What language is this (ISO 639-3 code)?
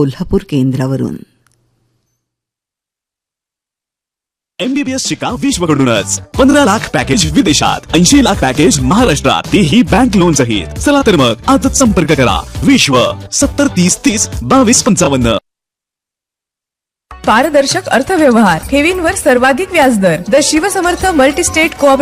mar